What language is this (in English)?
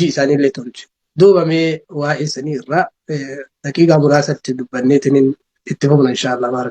Oromo